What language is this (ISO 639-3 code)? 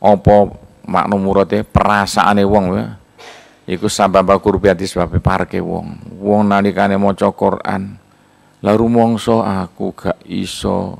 jav